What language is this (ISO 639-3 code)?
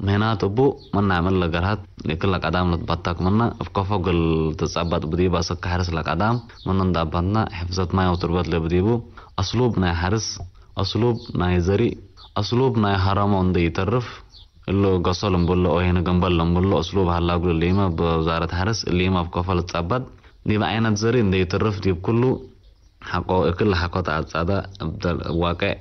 tig